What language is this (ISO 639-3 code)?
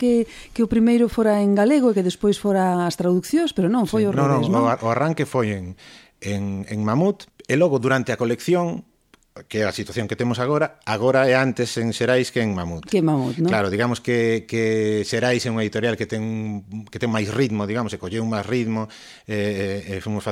glg